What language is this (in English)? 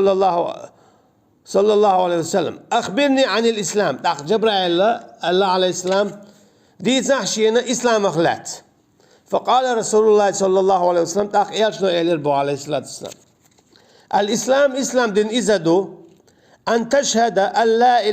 Chechen